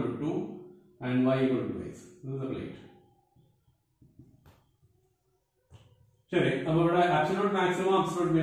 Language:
Malayalam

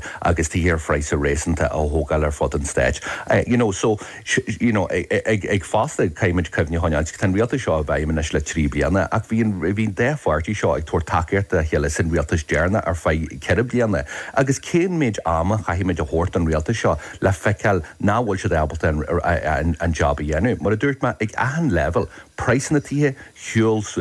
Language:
Irish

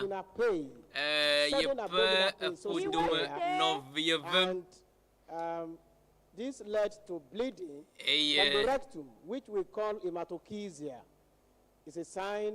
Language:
Ewe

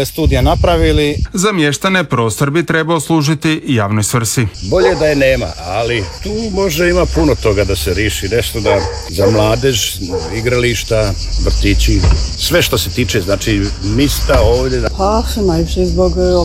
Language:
Croatian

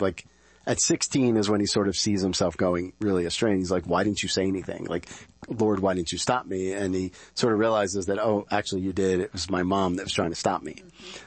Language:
English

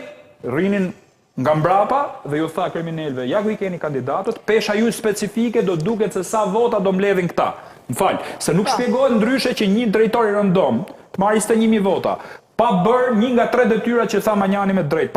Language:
Albanian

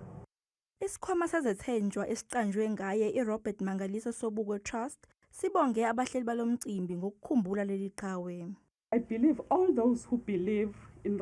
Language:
Zulu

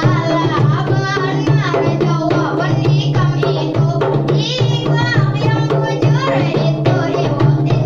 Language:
Banjar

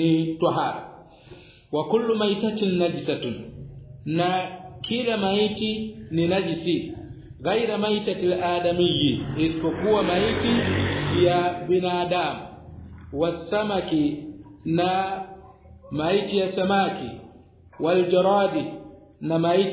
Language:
Swahili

